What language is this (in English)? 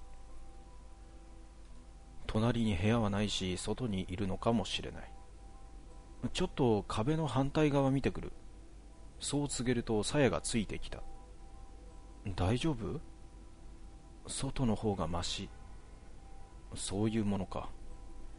Japanese